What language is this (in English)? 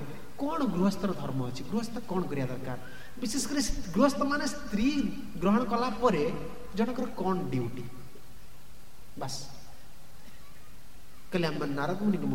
Odia